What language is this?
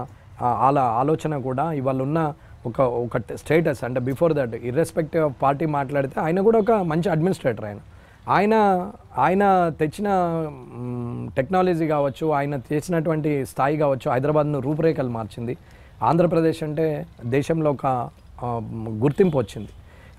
Telugu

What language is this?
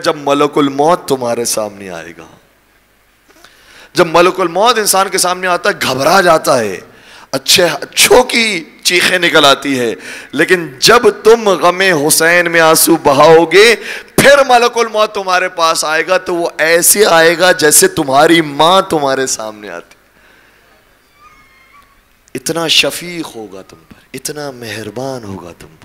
Urdu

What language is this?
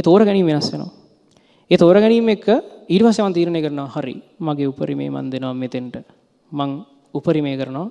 Sinhala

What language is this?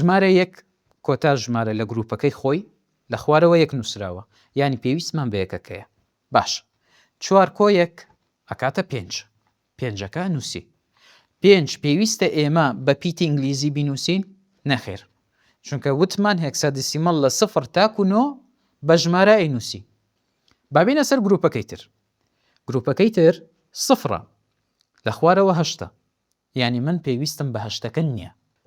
Central Kurdish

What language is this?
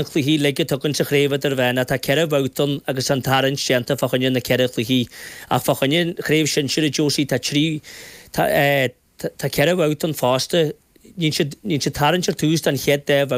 Irish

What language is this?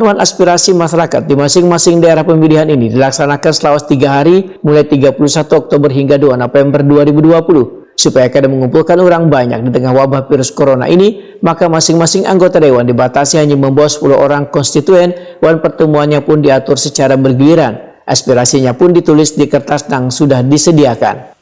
Banjar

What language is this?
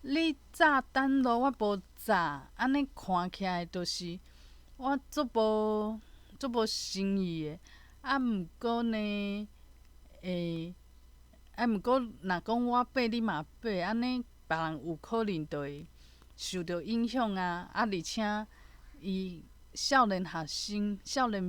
Min Nan Chinese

